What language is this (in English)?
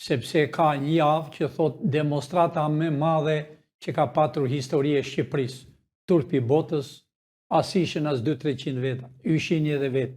Albanian